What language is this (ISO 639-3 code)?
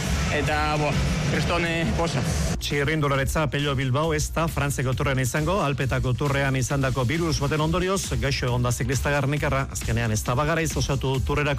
eus